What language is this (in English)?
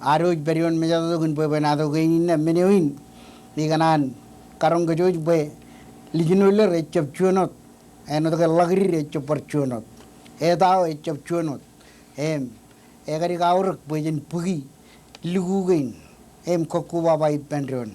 Marshallese